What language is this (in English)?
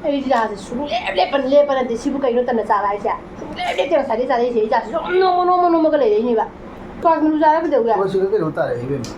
Manipuri